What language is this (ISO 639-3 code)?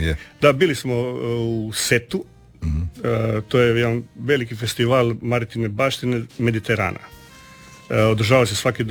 hrv